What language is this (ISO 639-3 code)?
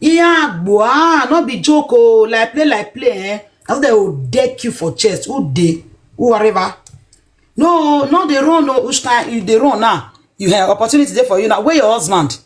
pcm